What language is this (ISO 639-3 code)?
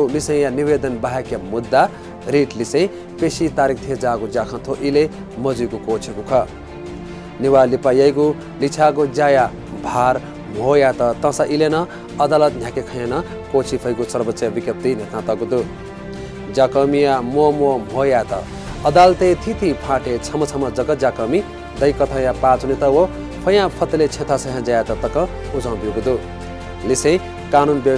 new